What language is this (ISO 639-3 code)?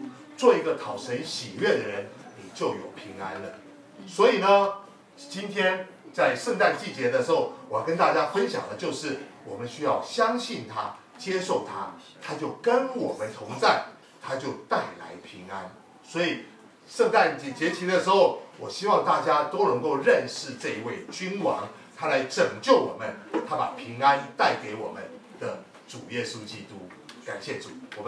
zho